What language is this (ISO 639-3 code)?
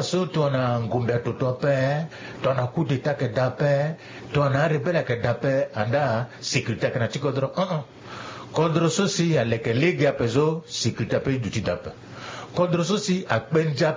sag